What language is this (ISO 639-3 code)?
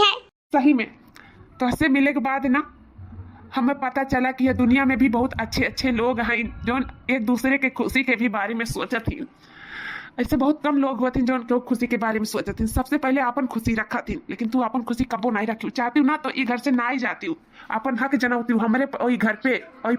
awa